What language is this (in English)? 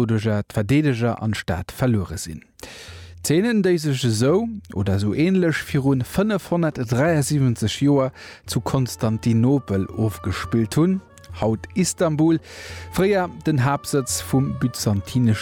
Luxembourgish